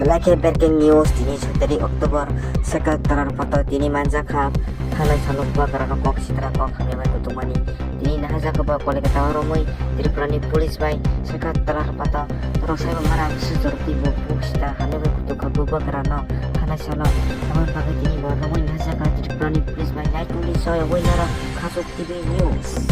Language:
Kok Borok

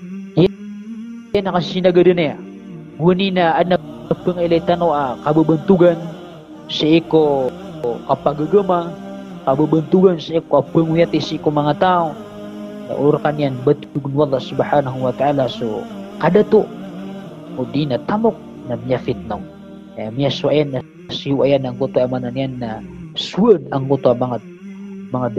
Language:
Maranao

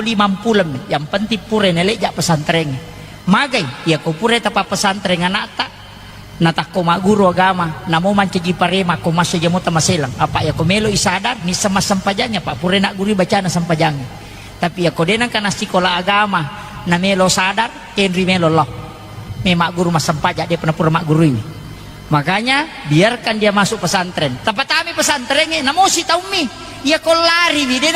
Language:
Buginese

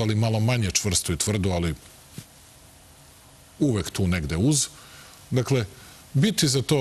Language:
Serbian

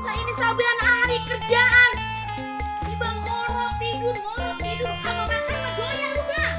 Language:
Betawi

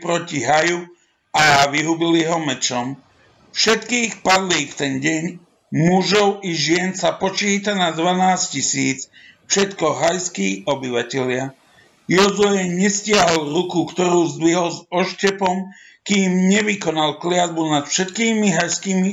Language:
Slovak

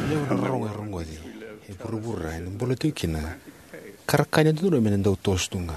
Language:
Fijian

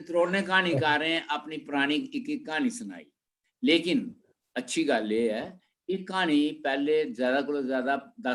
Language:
Dogri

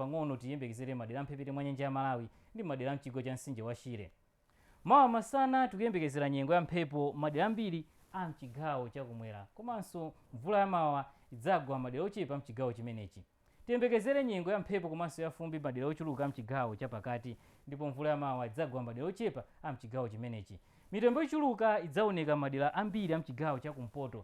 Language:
Nyanja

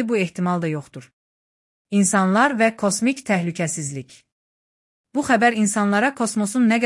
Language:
Azerbaijani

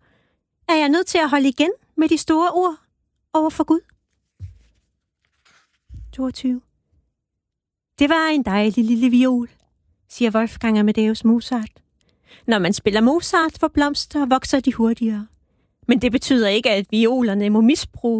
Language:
Danish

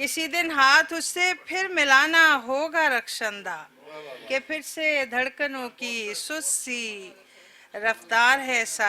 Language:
Western Panjabi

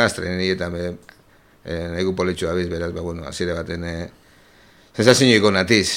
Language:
Basque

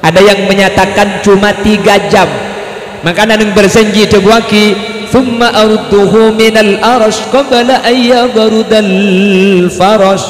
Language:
Madurese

